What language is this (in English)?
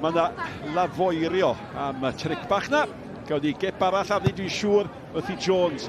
Welsh